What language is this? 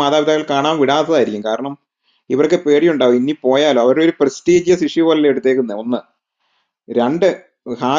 Malayalam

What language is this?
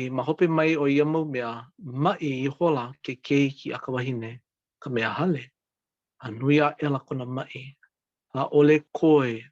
Hawaiian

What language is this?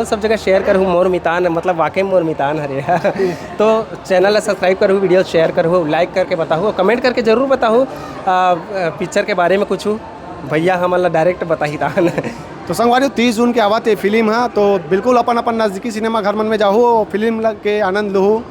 Chhattisgarhi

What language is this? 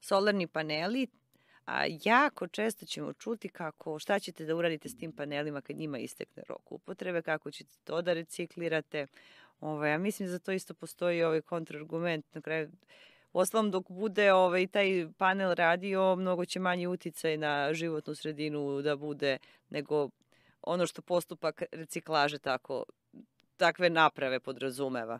Serbian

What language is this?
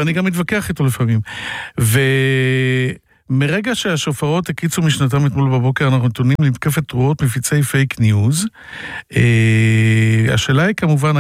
Hebrew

